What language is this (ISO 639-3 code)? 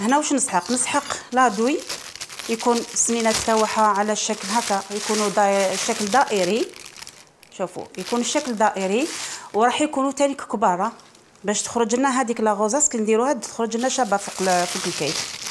arq